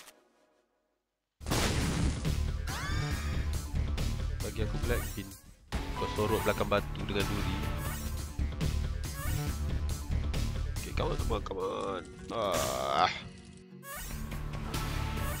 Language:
Malay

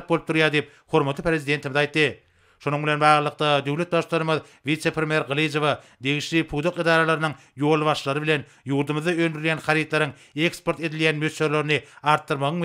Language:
Turkmen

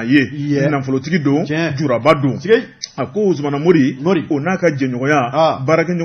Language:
Bambara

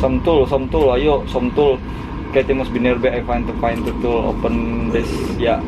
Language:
Banjar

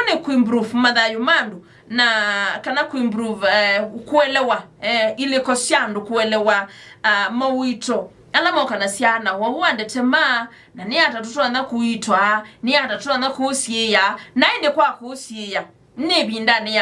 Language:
Kamba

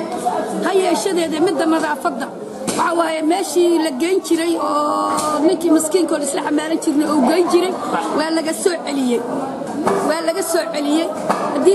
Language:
Somali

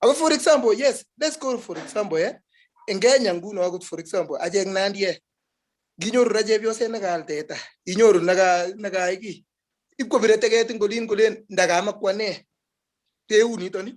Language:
Kalenjin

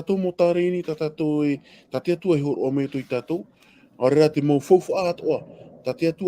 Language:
Tahitian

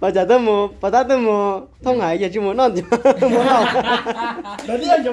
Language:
Hmong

